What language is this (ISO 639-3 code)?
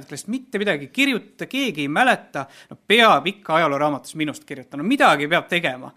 est